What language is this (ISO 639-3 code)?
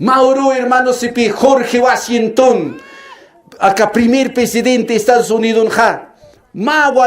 aym